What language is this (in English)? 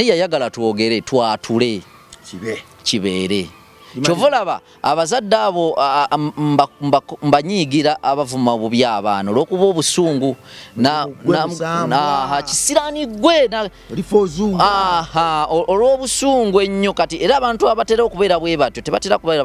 Ganda